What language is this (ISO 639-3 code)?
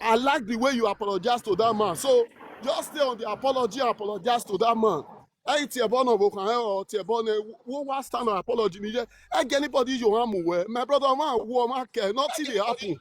pcm